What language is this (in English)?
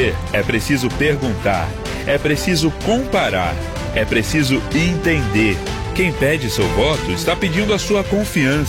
Portuguese